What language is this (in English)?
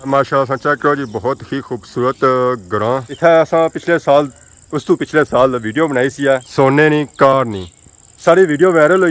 Pahari-Potwari